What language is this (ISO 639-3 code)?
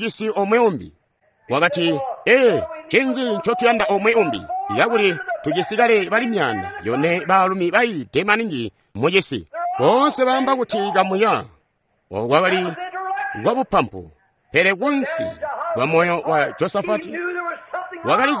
toi